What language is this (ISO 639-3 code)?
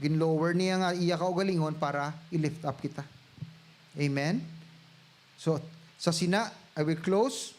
hil